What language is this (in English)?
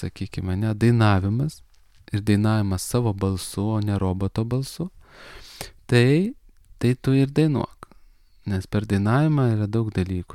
Lithuanian